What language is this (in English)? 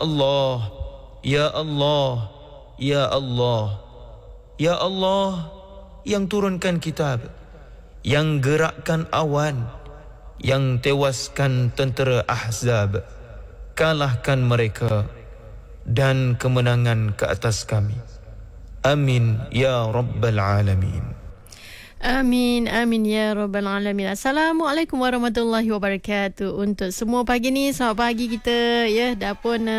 Malay